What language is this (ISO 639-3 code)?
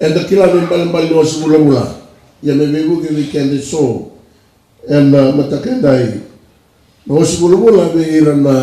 fij